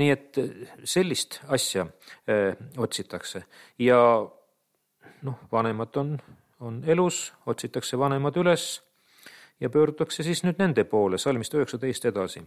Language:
Estonian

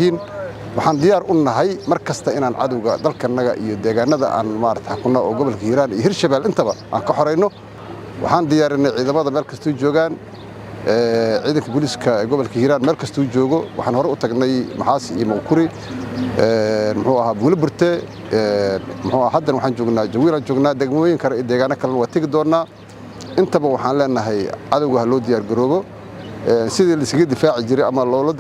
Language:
Somali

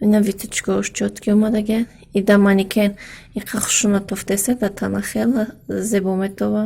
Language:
Tajik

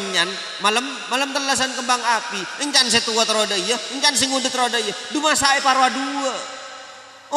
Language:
Madurese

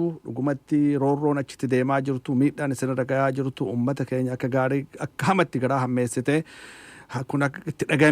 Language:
Oromo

